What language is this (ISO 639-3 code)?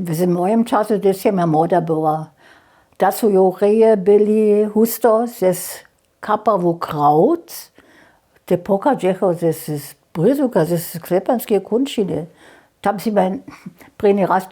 hsb